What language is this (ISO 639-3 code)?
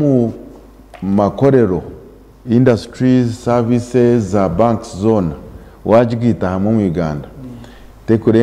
nyn